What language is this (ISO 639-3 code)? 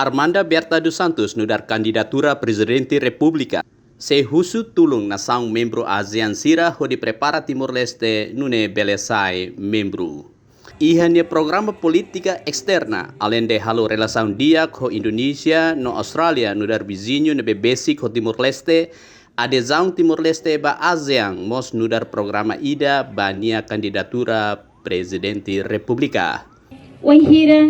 tet